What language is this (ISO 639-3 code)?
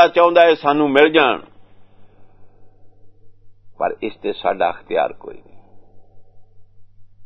pan